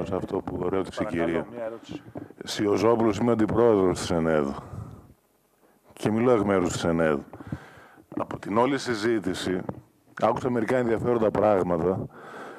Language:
Greek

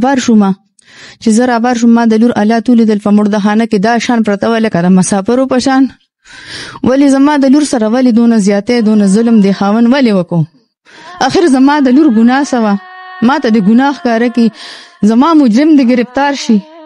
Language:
Pashto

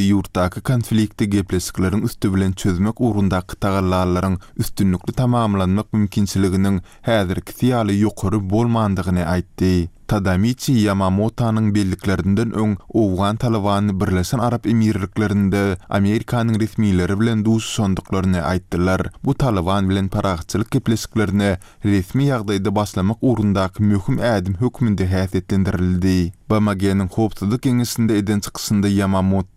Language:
Turkmen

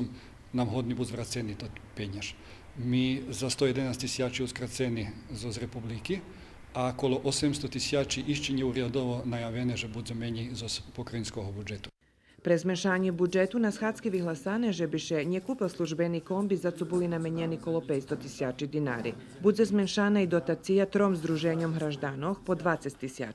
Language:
Rusyn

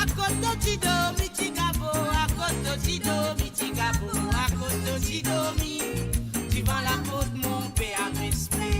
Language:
Morisyen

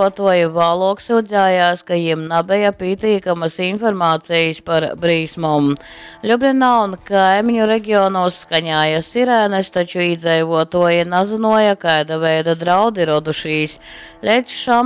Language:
Latgalian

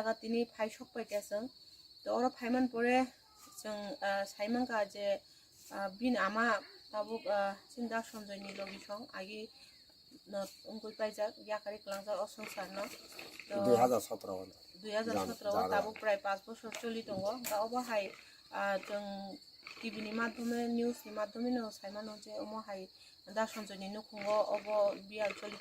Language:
Kok Borok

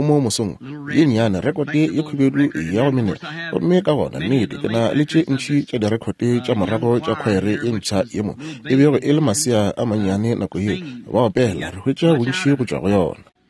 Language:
Northern Sotho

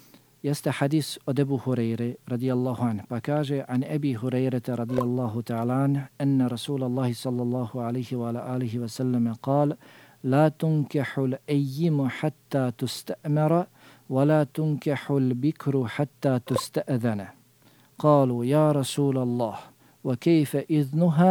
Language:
Bosnian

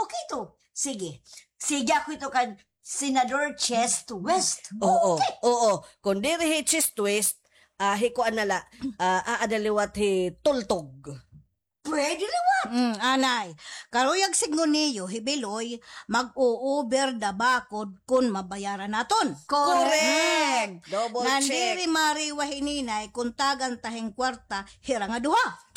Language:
Waray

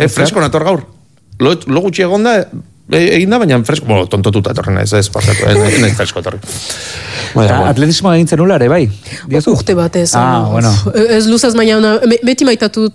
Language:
Basque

